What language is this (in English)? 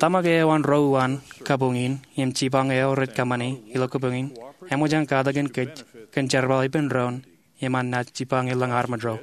Marshallese